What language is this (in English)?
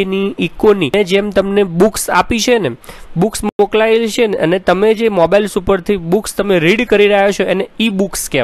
Gujarati